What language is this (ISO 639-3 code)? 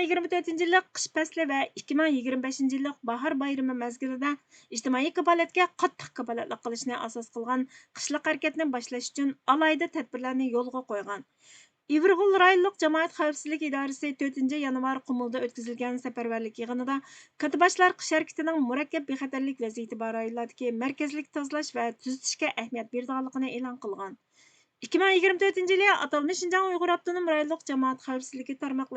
uig